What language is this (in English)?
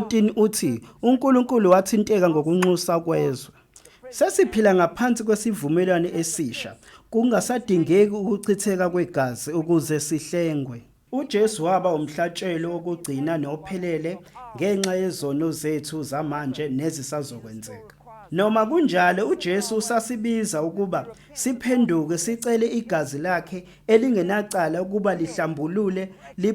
Zulu